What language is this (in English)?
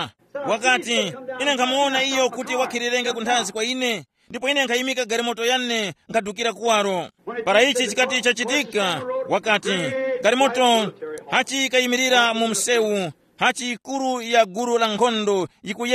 Tumbuka